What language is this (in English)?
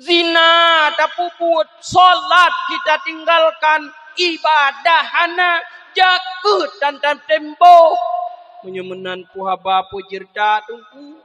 Achinese